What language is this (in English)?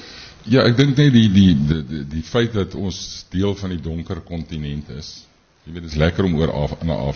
Afrikaans